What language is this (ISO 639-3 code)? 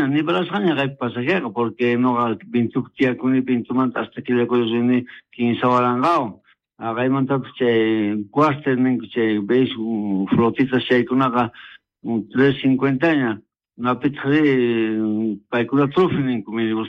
que